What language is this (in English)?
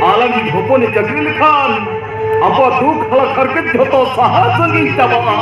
Santali